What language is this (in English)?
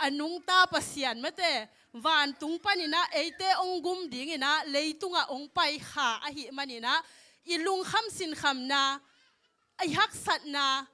Tedim Chin